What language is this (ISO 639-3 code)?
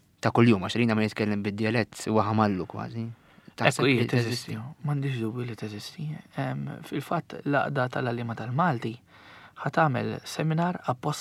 mlt